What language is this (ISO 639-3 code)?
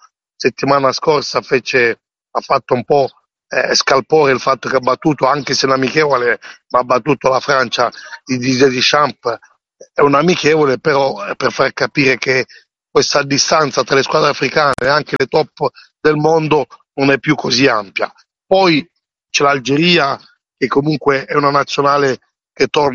ita